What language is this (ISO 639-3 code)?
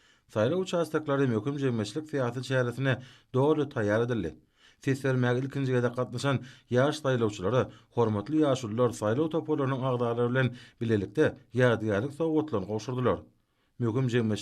tuk